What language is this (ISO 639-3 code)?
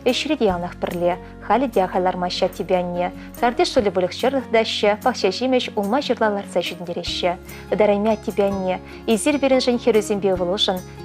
chv